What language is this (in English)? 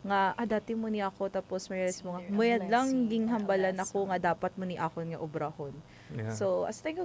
Hiligaynon